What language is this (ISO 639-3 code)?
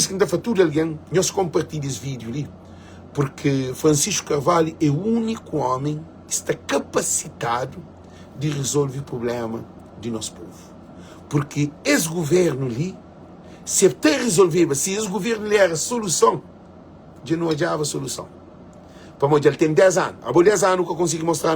kea